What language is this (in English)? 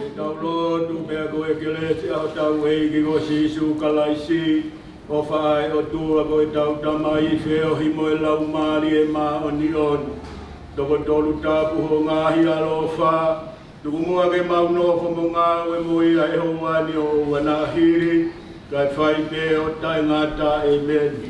Tongan